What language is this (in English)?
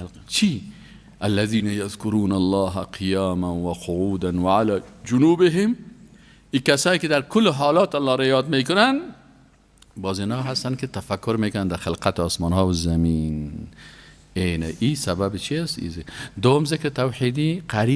Persian